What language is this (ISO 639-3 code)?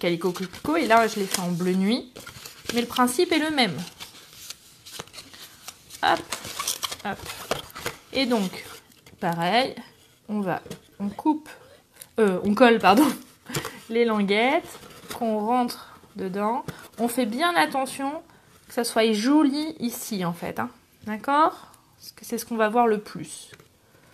fra